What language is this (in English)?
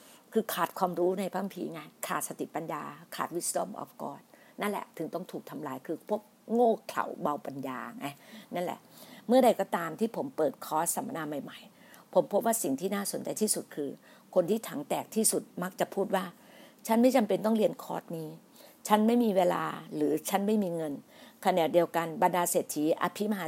Thai